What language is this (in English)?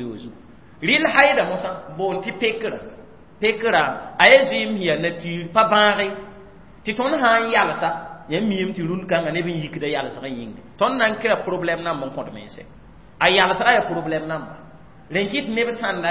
Mossi